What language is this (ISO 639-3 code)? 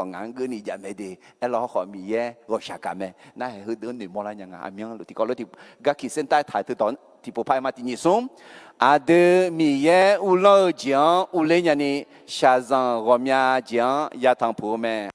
ahk